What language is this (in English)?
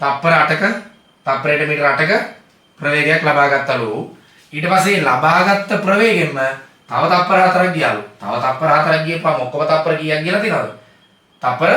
Sinhala